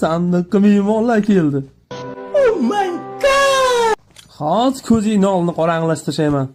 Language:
Uzbek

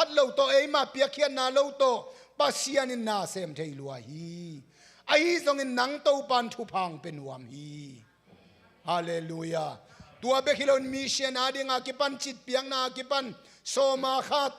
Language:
Tedim Chin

